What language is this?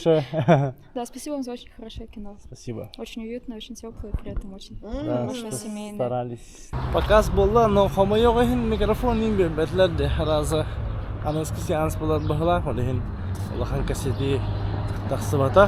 Yakut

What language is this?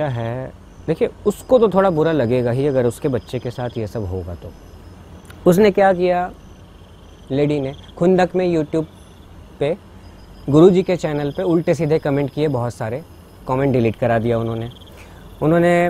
Hindi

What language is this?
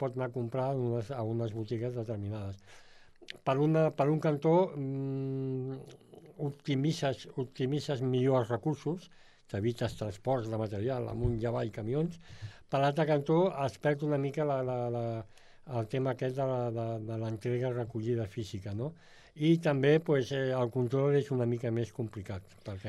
Catalan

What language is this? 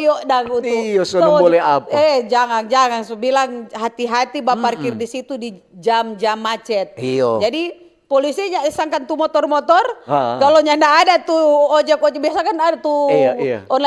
Manado Malay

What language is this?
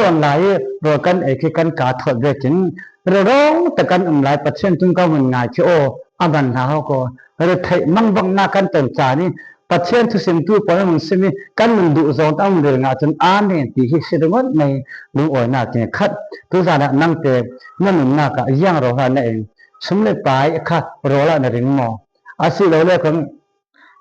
Falam Chin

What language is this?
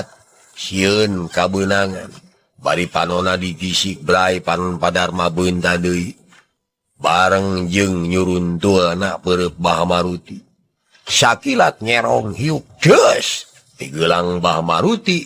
Sundanese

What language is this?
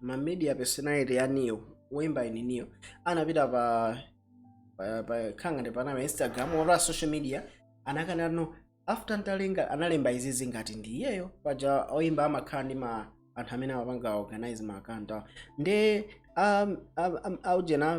Nyanja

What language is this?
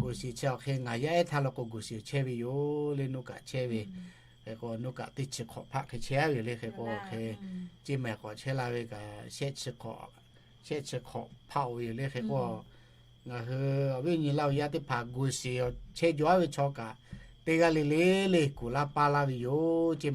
Lahu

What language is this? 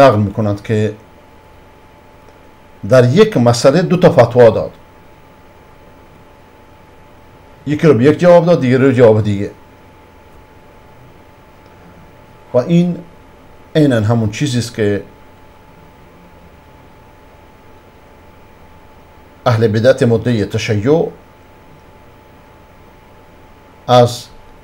Persian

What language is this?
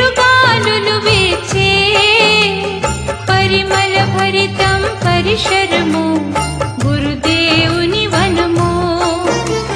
Telugu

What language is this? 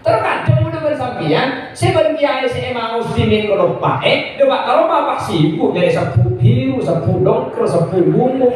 Madurese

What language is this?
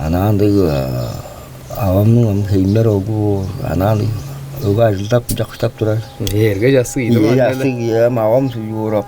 Tuvinian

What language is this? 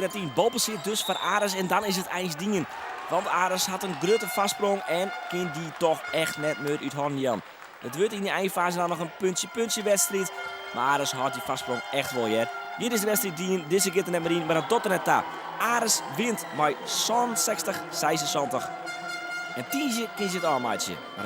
Western Frisian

